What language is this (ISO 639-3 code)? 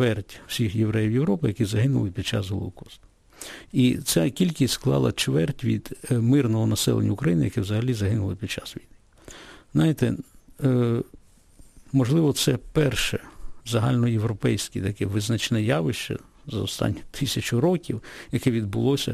ukr